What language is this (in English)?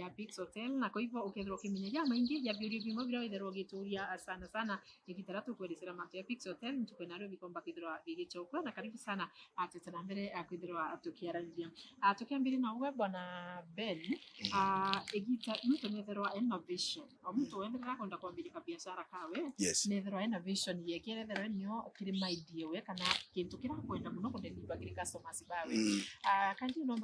Meru